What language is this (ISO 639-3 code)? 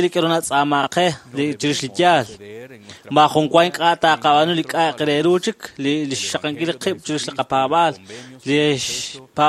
kek